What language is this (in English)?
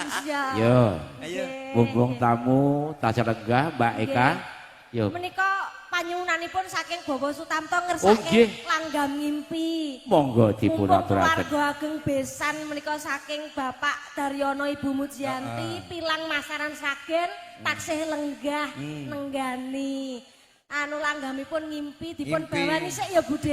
Javanese